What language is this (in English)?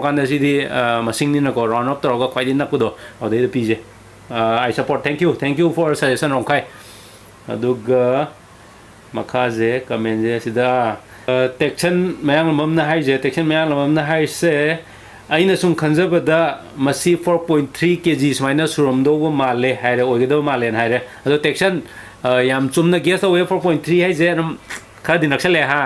Manipuri